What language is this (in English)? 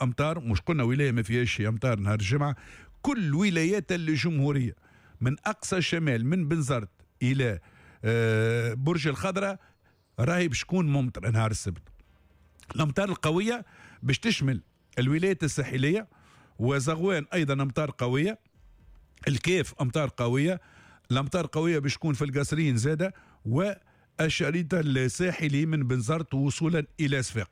Tunisian Arabic